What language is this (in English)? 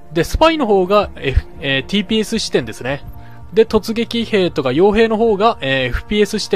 Japanese